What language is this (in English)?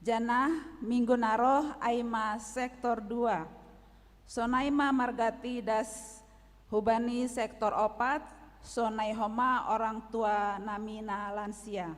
Batak Simalungun